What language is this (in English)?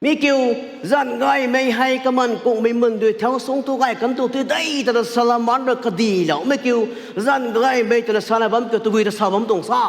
Rongmei Naga